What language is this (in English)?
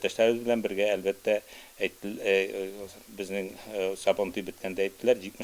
Tatar